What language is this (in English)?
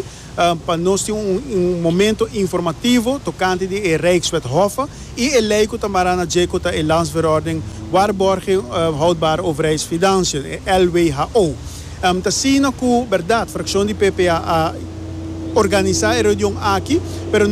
Papiamento